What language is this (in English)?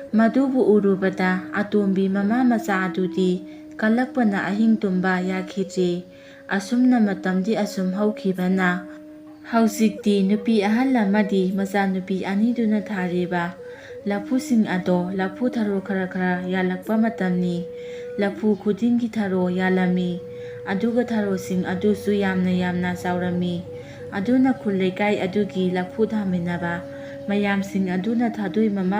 Manipuri